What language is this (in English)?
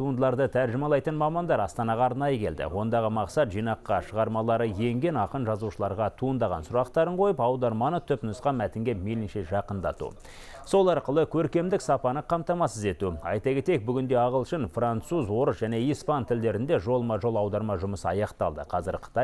Kazakh